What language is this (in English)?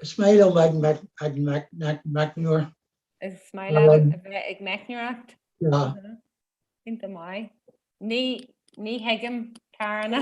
Irish